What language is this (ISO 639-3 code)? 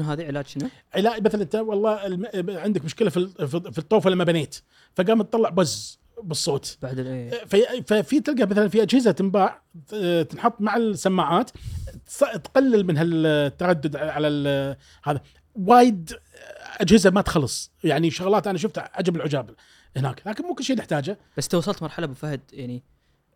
afb